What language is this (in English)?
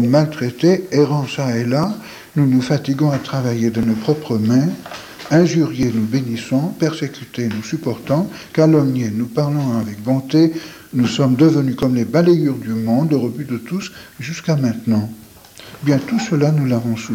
French